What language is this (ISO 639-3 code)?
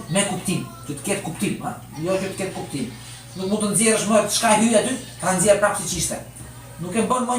sqi